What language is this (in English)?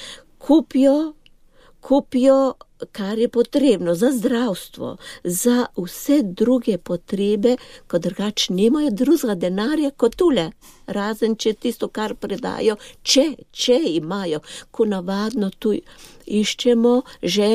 Slovenian